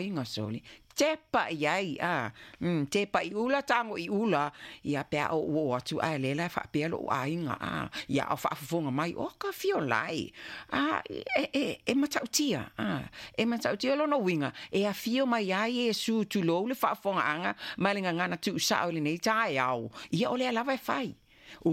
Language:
Samoan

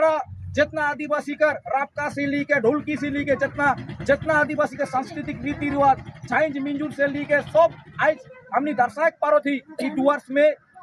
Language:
Sadri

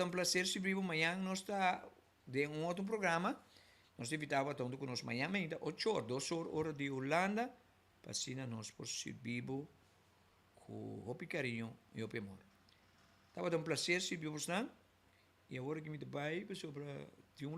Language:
Papiamento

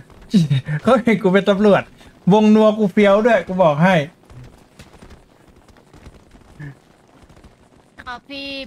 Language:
Thai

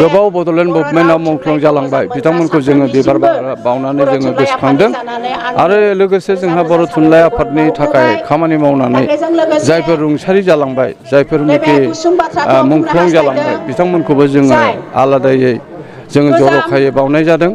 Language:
Bodo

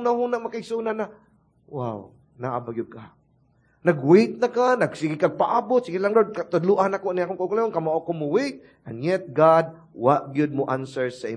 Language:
Cebuano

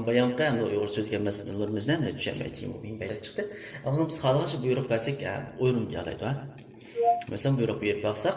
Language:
Uyghur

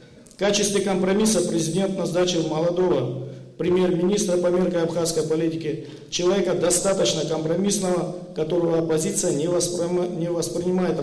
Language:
Abkhazian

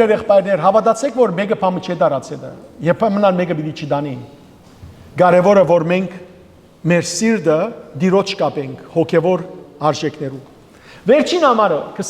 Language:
Western Armenian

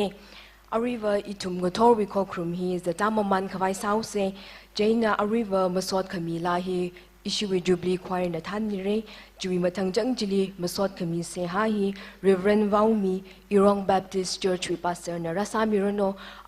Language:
Tangkhul Naga (India)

